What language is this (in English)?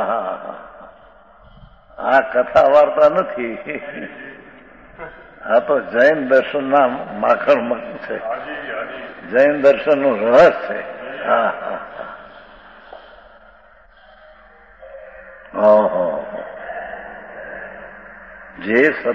Gujarati